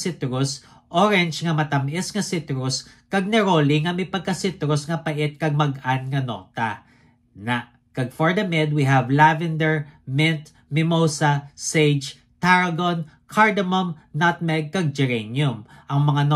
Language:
Hiligaynon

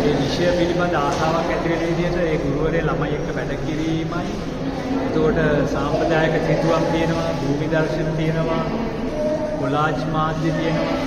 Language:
Sinhala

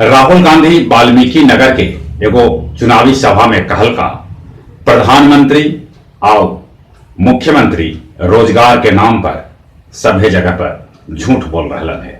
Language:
Magahi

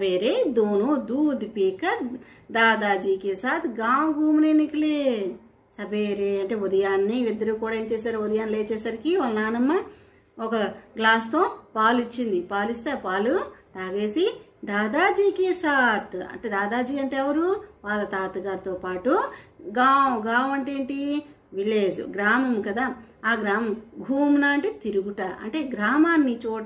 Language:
Telugu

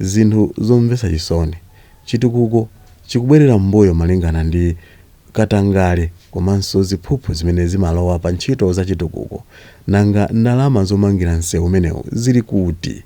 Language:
Nyanja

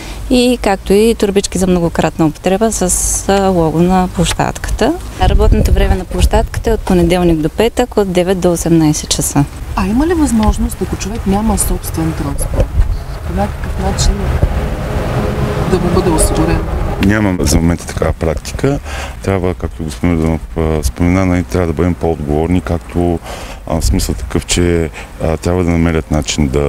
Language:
Bulgarian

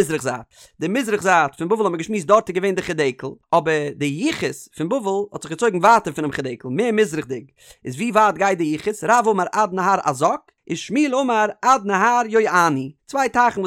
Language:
Yiddish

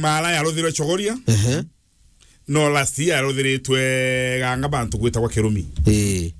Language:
Meru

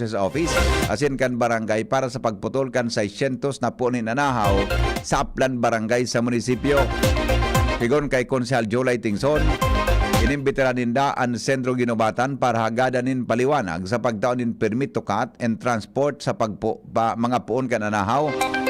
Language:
Bikol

